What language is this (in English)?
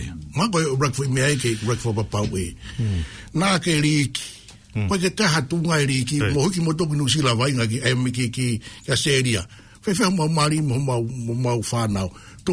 Tongan